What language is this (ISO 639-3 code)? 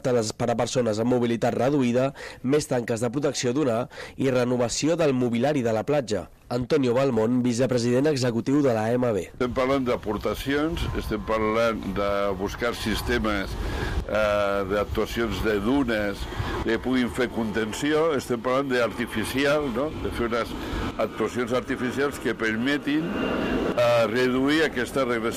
cat